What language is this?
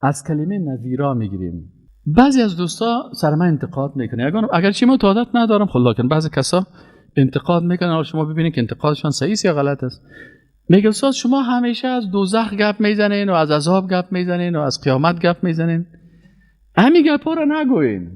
Persian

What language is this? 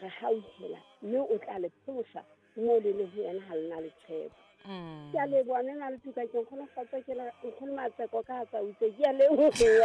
Southern Sotho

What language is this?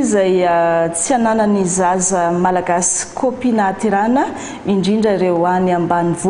Malagasy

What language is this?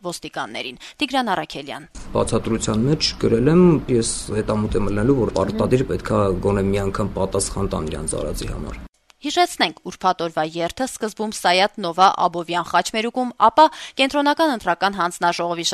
Armenian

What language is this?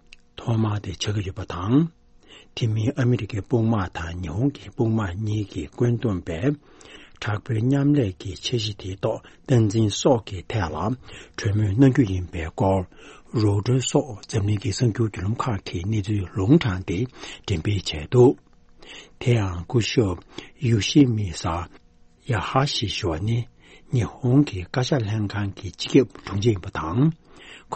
Tibetan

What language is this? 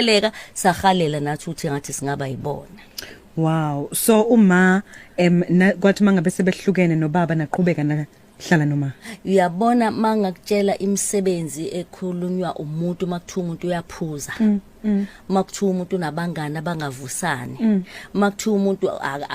Zulu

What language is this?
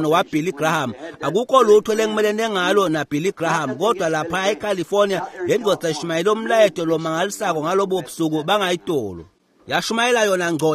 Swati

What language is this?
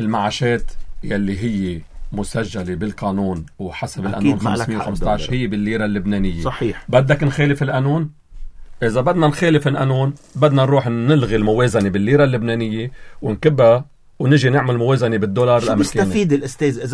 North Levantine Arabic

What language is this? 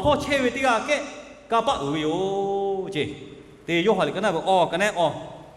Lahu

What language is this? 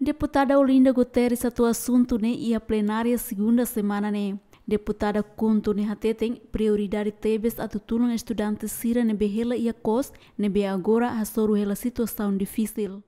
Tetum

